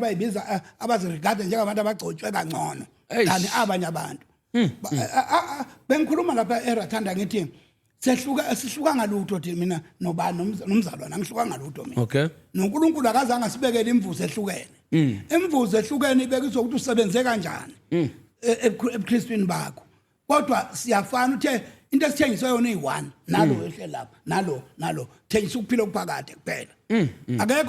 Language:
Zulu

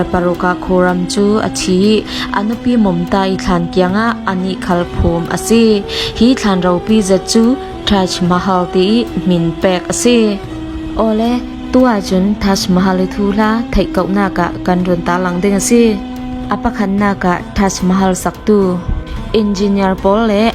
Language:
Falam Chin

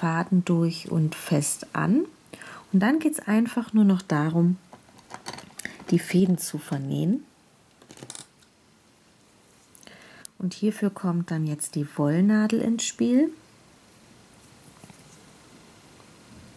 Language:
German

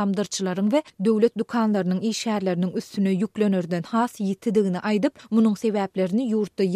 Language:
Turkmen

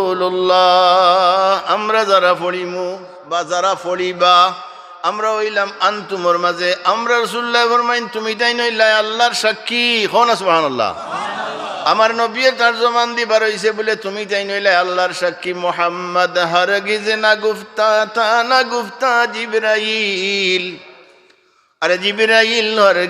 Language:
Sylheti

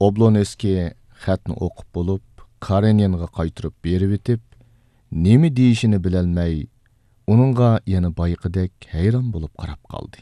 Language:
Uyghur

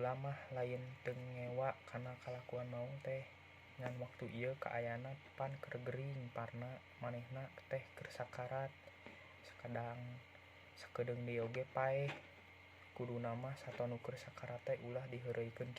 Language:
Sundanese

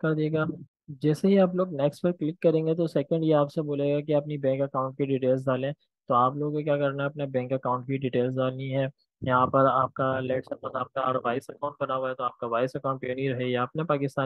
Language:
Hindi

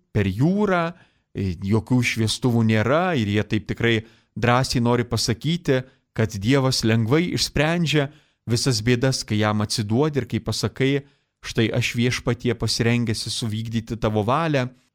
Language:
Lithuanian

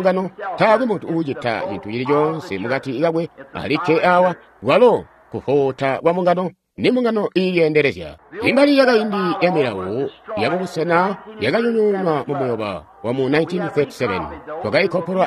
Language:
Tonga (Zambia)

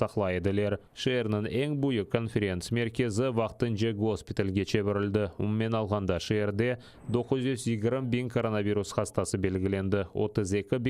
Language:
Crimean Tatar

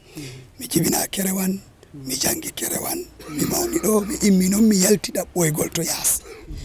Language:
Fula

